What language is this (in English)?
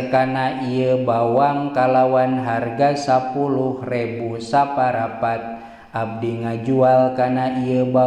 Sundanese